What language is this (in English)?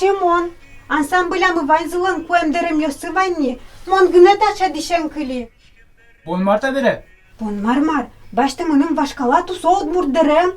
Udmurt